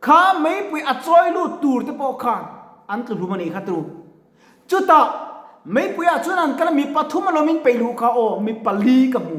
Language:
Mizo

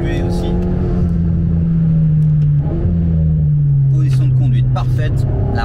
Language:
French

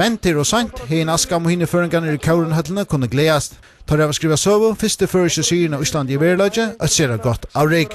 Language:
Faroese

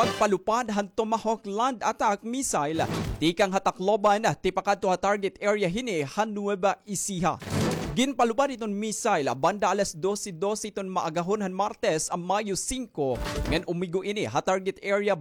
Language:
Waray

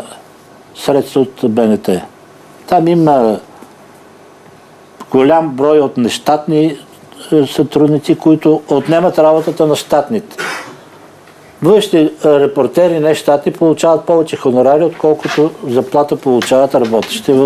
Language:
Bulgarian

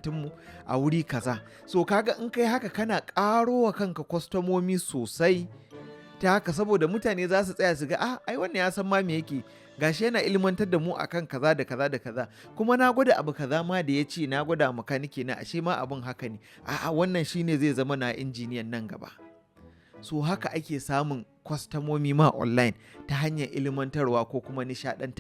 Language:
Hausa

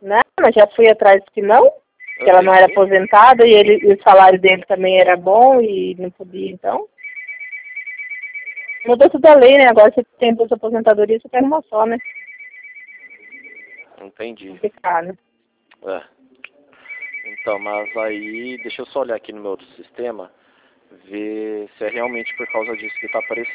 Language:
Portuguese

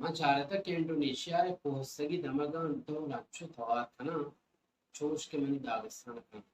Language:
Baluchi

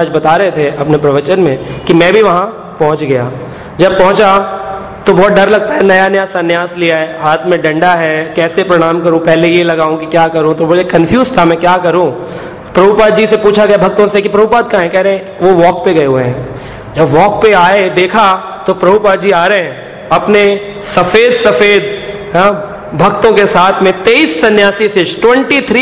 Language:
Hindi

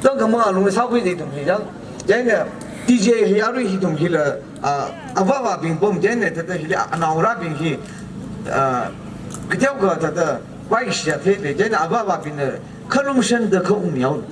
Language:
Tangkhul Naga (India)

